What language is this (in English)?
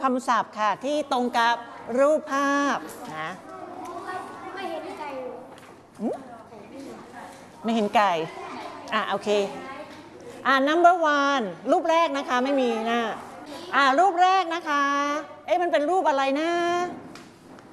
Thai